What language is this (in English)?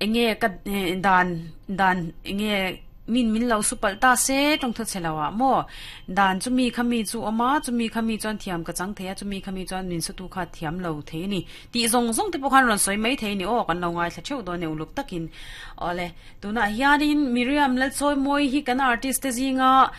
Mizo